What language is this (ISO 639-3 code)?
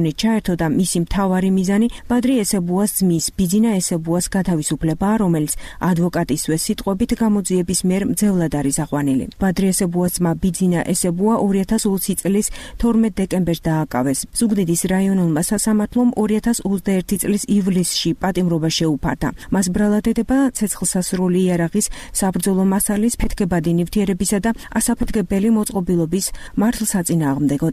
kat